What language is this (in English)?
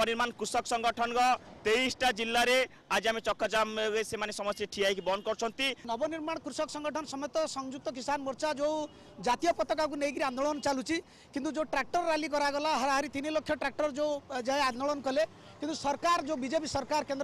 Odia